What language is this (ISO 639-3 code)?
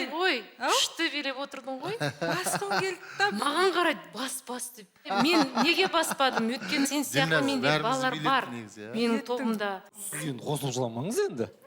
kaz